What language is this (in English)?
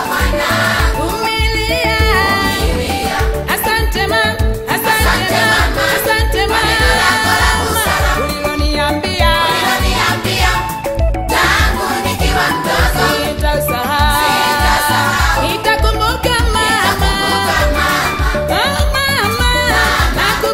Swahili